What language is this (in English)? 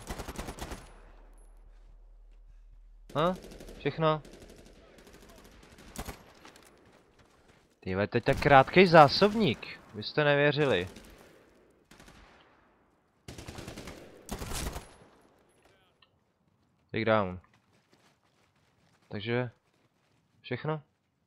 Czech